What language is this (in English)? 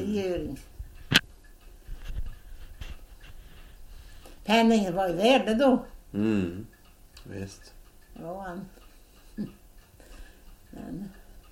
Swedish